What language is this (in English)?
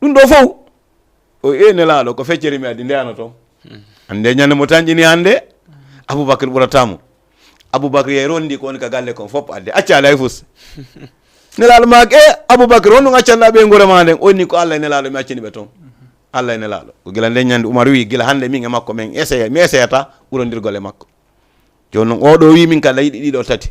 Fula